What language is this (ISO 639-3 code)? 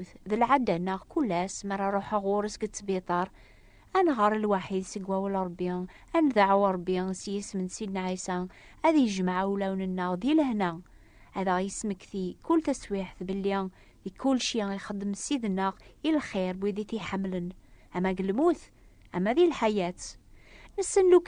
kab